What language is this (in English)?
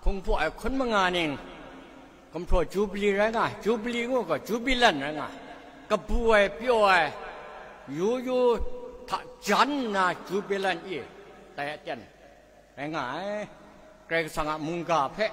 Kachin